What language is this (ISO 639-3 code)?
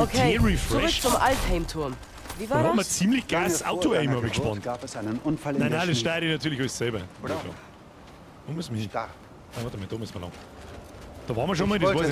bar